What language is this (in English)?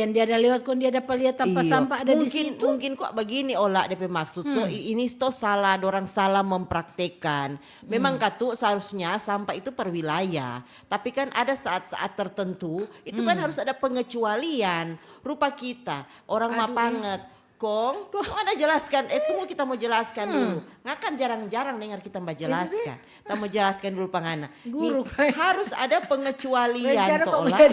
Manado Malay